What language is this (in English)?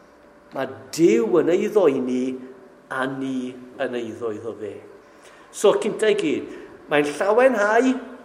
Welsh